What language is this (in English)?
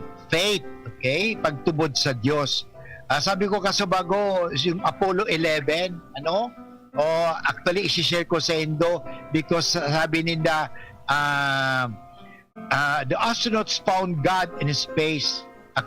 Bikol